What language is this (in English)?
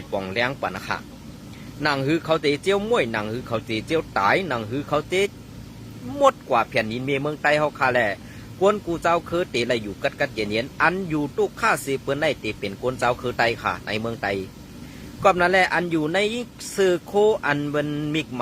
Shan